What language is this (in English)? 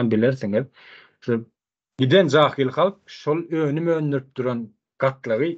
Turkmen